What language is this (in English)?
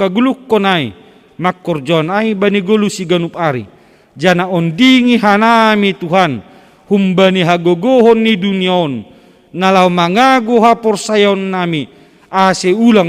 Batak Simalungun